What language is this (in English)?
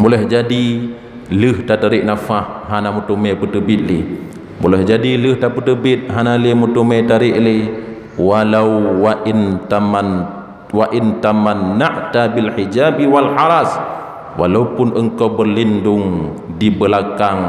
Achinese